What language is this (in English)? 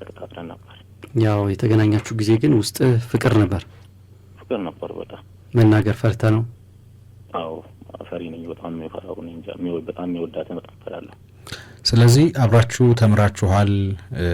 Amharic